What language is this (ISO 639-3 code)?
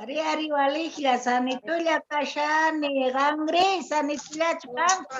que